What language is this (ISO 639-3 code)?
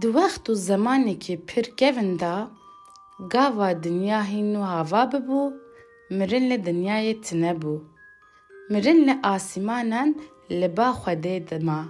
kur